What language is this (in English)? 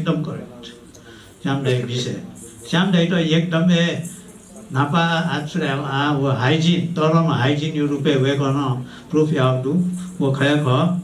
Newari